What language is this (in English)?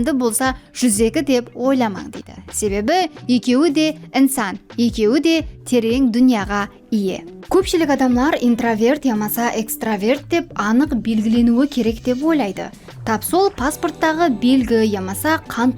Kara-Kalpak